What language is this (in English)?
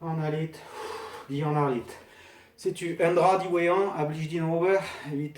Breton